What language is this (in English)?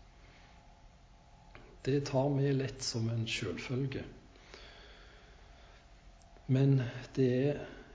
Norwegian